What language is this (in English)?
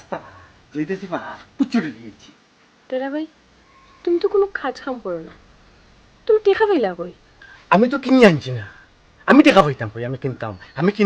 Sylheti